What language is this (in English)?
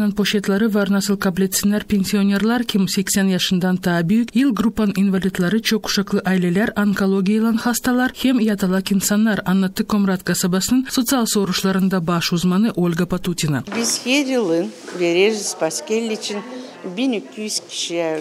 Gagauz